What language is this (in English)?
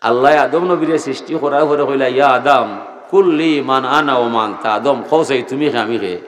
Sylheti